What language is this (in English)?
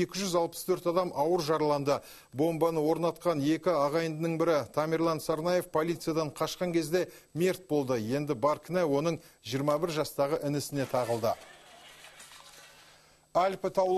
Kazakh